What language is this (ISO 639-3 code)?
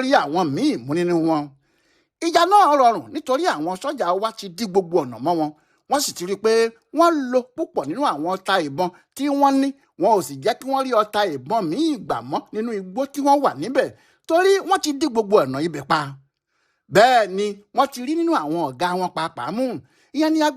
yor